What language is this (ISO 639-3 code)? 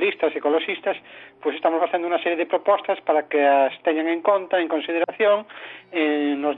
glg